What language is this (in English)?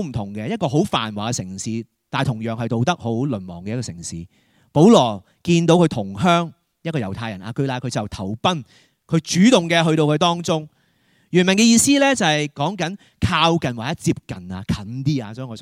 Cantonese